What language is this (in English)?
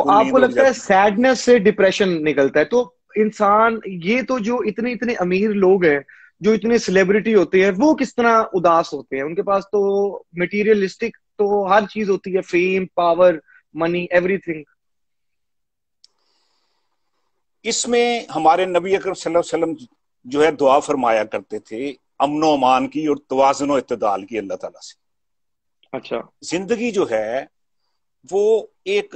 Urdu